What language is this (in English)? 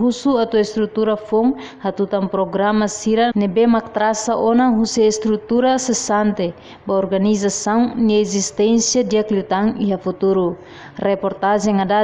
Tetum